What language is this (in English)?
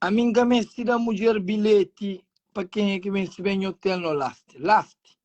Kabuverdianu